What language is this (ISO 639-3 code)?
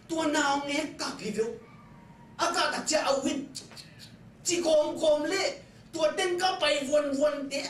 ctd